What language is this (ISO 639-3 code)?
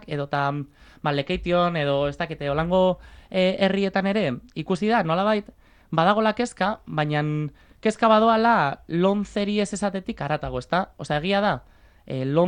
eus